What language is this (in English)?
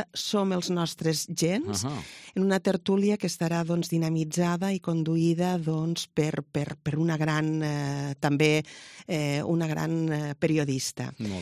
Catalan